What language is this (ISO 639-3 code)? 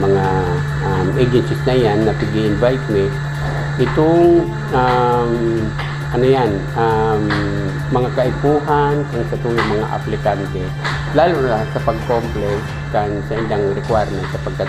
bik